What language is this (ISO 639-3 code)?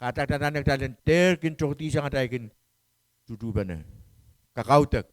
pon